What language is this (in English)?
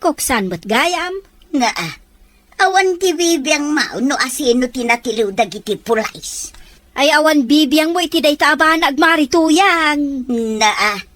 Iloko